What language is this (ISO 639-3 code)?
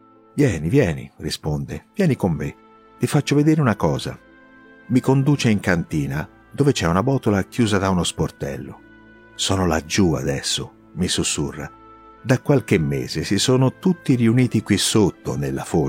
ita